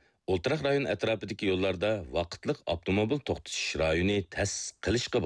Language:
Uyghur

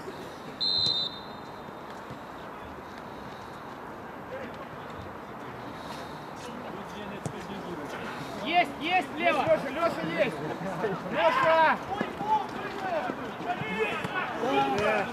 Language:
Russian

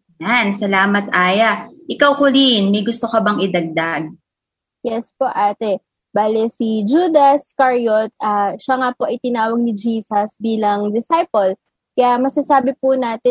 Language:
Filipino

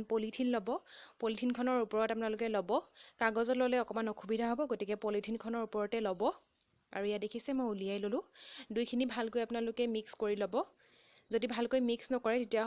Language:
Assamese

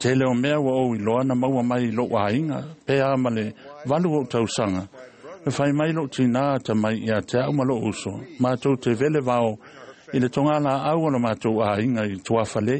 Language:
Samoan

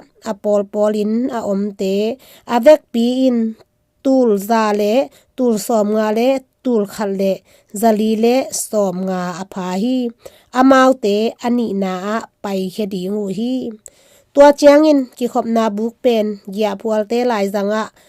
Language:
Tedim Chin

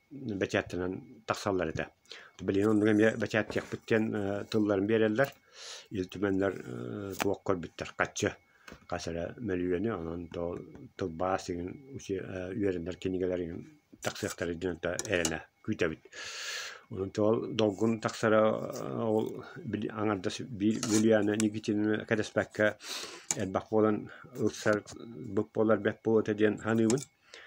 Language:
Yakut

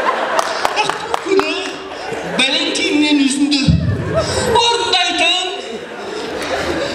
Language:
Kazakh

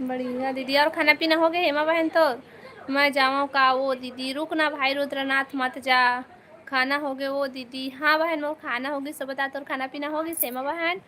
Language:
Chhattisgarhi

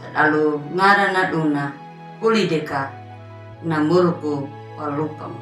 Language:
Anakalangu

